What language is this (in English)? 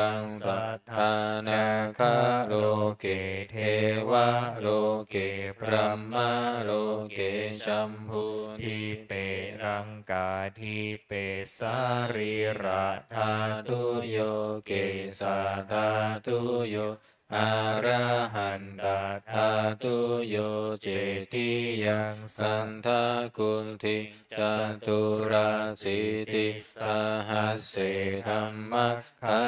Pali